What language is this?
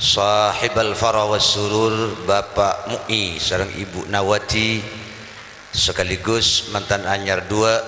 Madurese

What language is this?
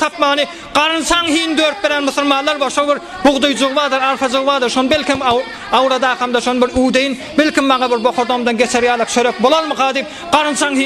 Turkmen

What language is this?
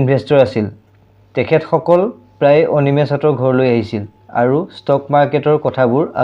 Assamese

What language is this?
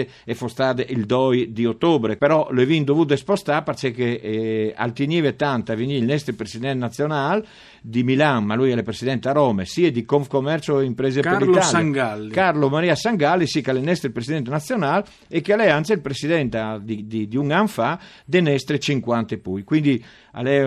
Friulian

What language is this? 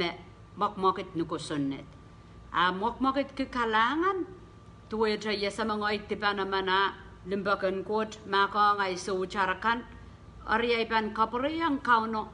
Pohnpeian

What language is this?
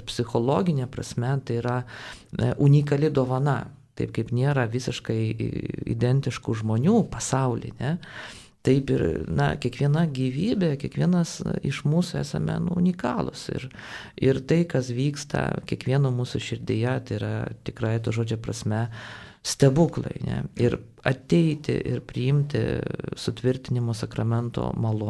Lithuanian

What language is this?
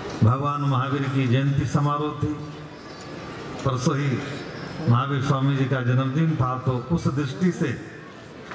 Hindi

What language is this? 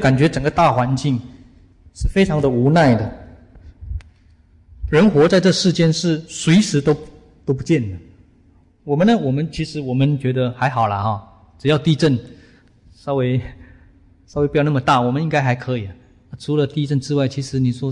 Chinese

